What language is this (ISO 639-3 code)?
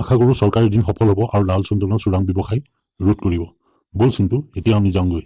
asm